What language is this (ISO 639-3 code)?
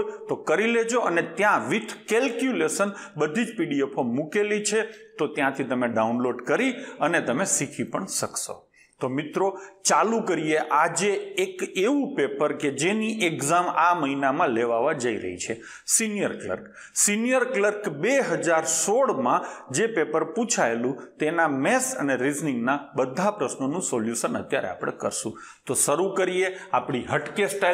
guj